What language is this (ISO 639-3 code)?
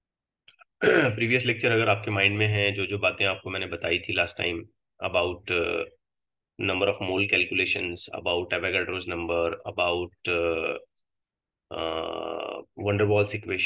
hin